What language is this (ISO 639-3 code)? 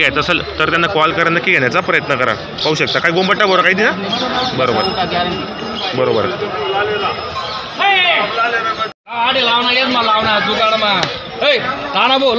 mar